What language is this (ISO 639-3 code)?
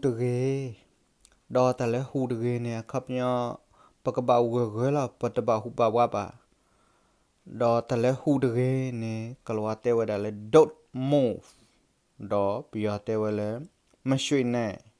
ksw